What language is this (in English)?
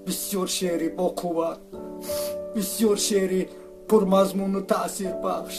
Tajik